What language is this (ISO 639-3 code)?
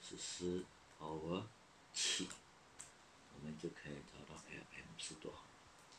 zho